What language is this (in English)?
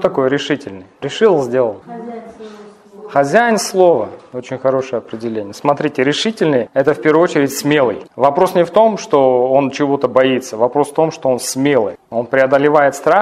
Russian